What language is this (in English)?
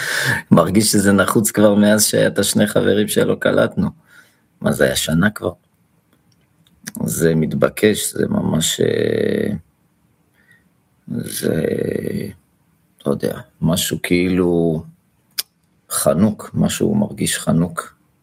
Hebrew